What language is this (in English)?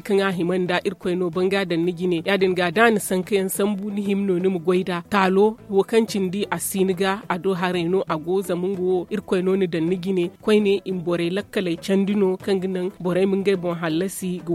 Zarma